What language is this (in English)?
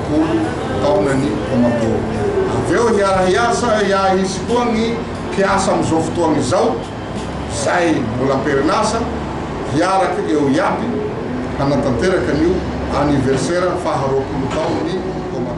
Malagasy